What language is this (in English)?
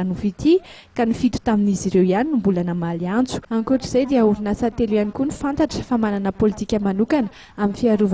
Malagasy